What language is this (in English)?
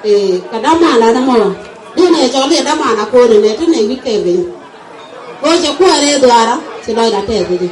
Nuer